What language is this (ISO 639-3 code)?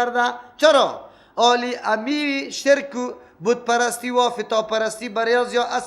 fas